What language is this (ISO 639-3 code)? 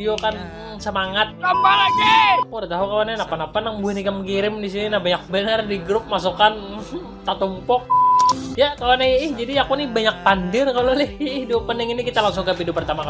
bjn